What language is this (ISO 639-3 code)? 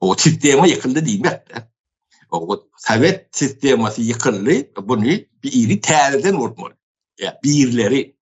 tuk